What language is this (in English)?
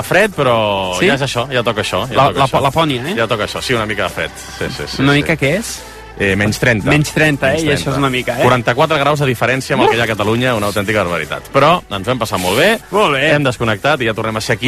Catalan